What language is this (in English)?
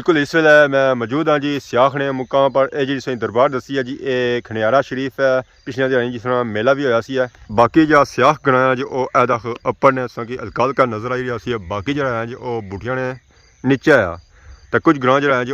Pahari-Potwari